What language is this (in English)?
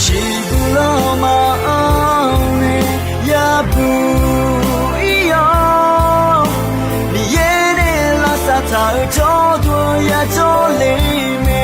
Akha